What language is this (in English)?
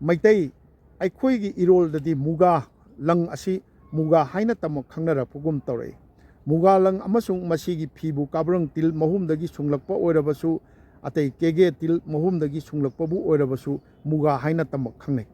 Manipuri